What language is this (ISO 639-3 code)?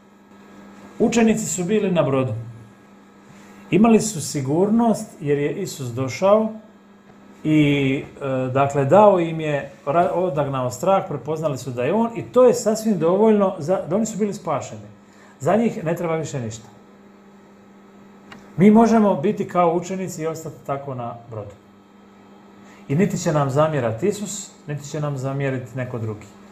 hrv